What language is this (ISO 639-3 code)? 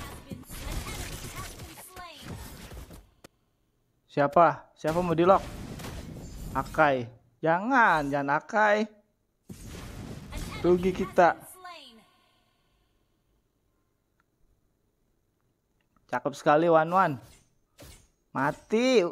ind